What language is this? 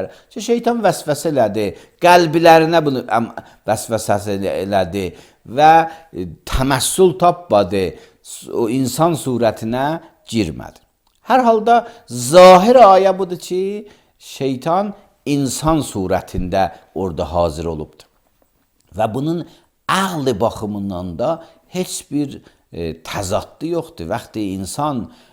Azerbaijani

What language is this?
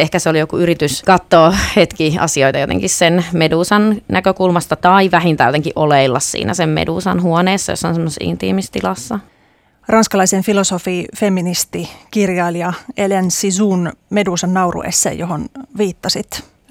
Finnish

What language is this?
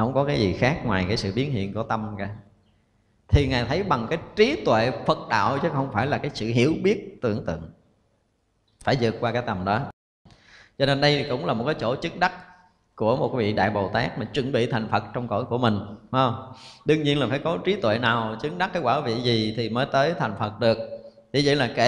Vietnamese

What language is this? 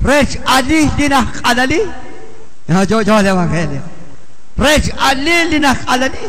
Kekchí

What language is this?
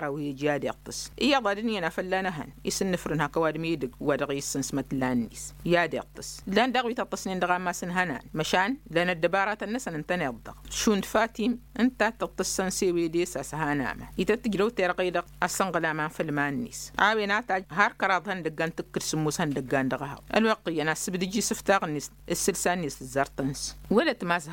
Tamasheq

